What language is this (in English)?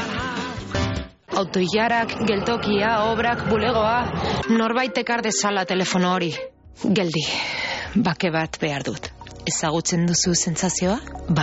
Basque